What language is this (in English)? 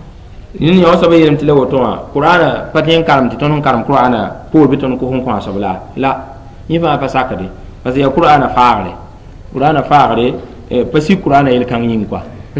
Mossi